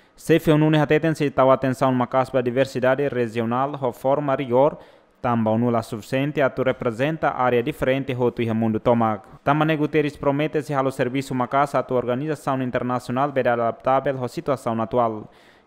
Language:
Tetum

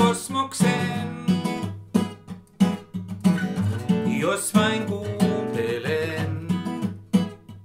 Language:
Finnish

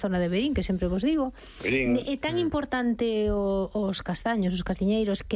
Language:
Galician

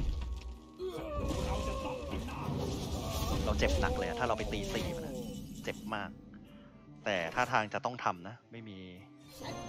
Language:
Thai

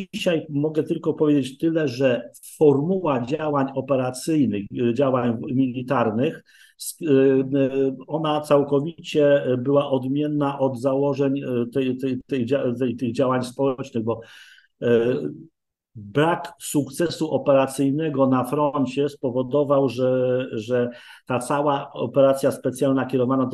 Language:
Polish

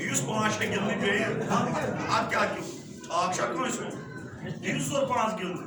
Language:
Kashmiri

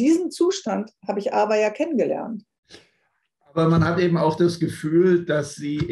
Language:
German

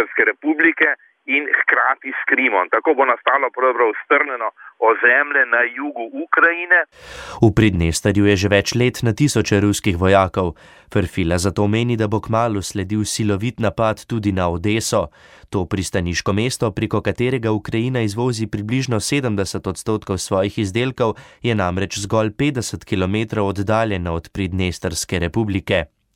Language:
Slovenian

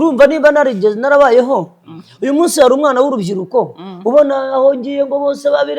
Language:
Kinyarwanda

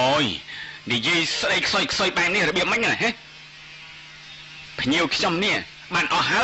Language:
Khmer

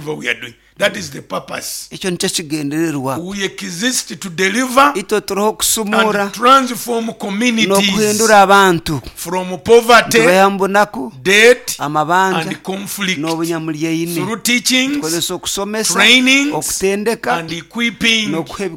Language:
Nyoro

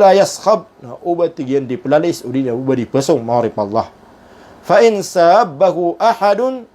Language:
Maranao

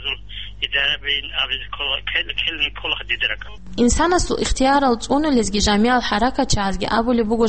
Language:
Avaric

